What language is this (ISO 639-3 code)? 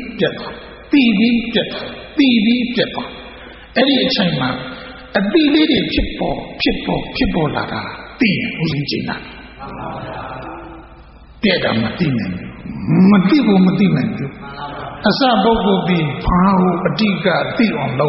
mya